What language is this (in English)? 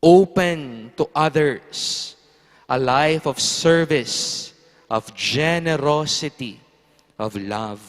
Pampanga